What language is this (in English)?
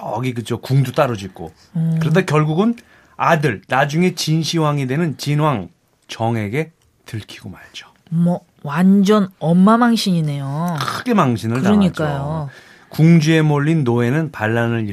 Korean